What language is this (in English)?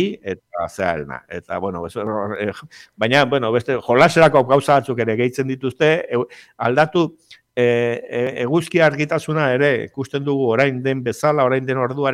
Basque